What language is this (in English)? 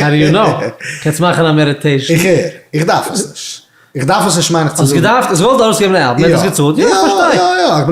Yiddish